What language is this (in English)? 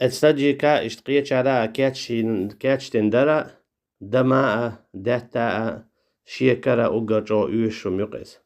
Chechen